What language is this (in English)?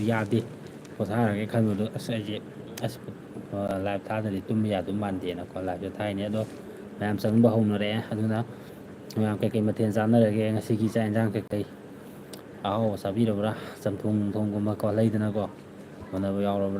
Manipuri